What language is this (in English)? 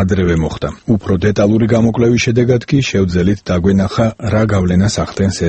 Georgian